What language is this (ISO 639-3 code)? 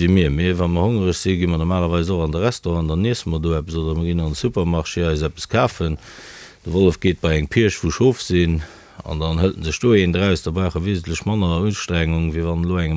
ltz